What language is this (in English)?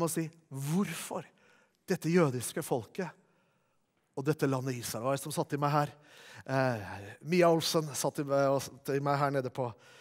Norwegian